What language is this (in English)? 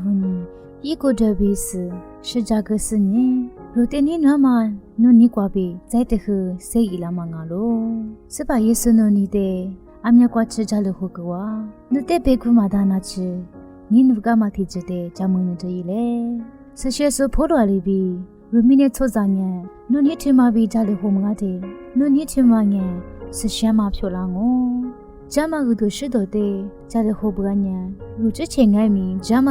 Lisu